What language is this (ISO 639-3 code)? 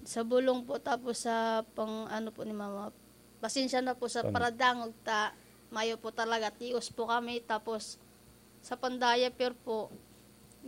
bik